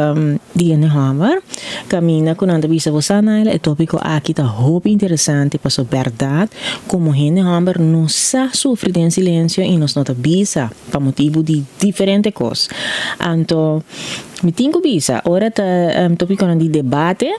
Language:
Papiamento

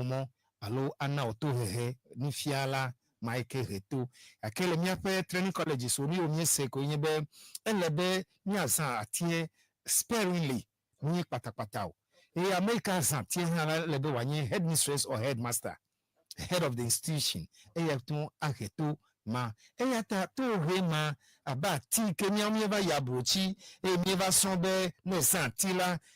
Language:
Ewe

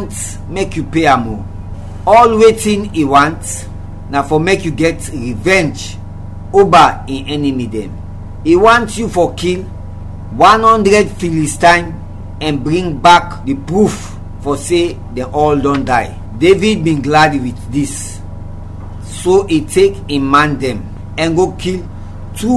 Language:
Krio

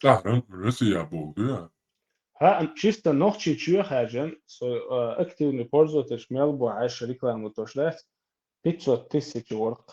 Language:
Chechen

